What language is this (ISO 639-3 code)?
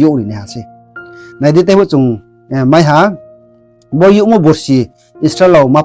ria